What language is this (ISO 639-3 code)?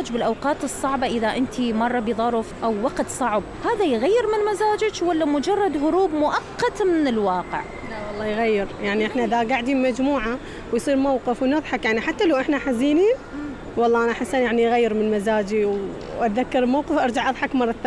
acm